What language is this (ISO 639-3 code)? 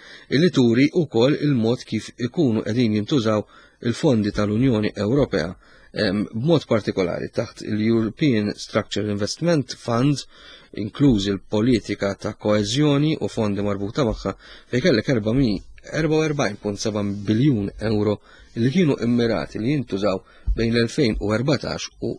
mlt